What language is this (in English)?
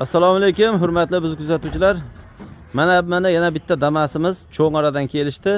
Uzbek